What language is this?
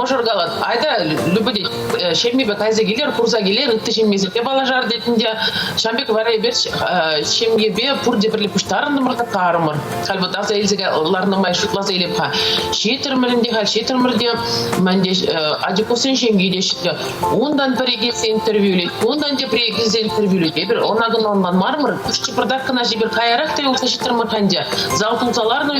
Chuvash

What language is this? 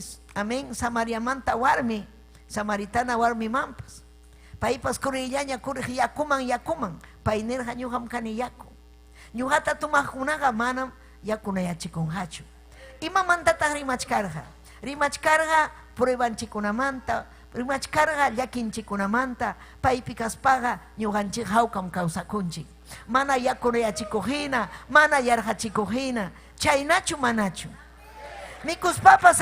Ayacucho Quechua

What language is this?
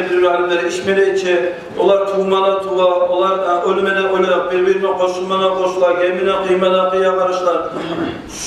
Kumyk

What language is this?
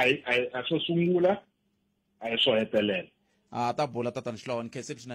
Tsonga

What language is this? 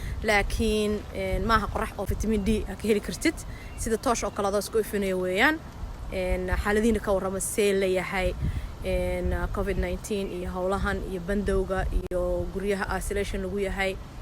Somali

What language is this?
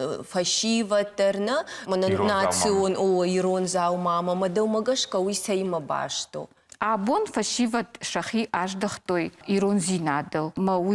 Ossetic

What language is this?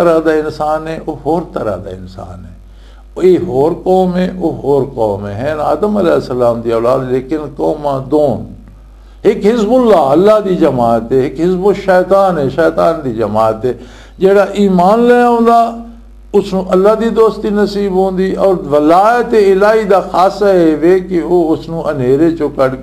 Western Panjabi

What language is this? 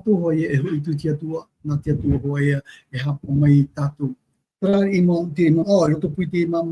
Tahitian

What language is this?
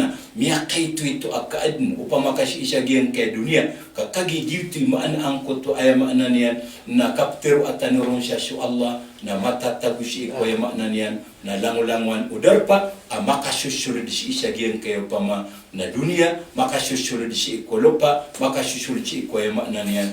Maranao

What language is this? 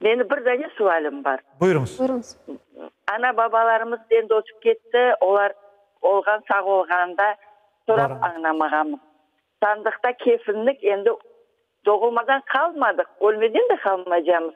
Crimean Tatar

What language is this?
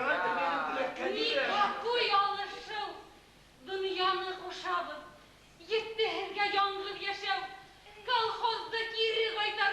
Bashkir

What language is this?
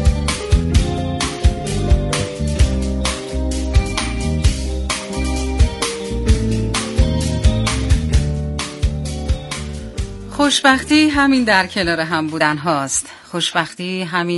Persian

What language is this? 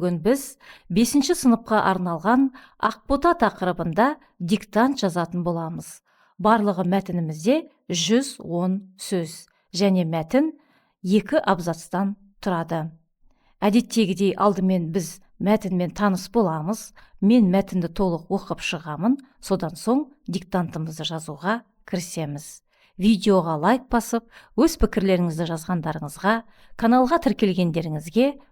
Kazakh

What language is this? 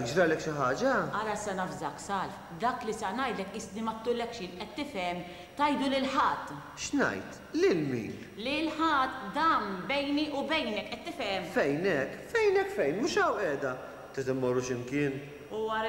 Maltese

